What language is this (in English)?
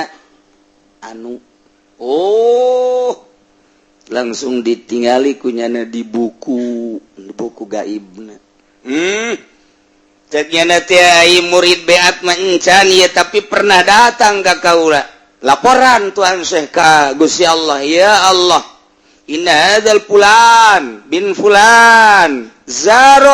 Sundanese